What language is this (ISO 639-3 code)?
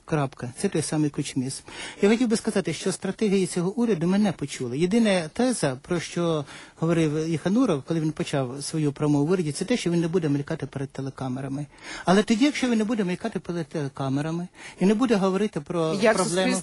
ukr